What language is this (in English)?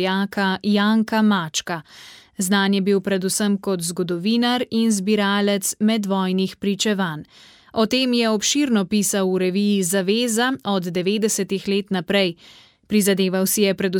Slovenian